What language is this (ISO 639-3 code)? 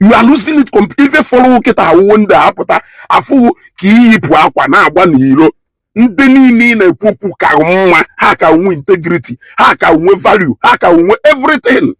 ibo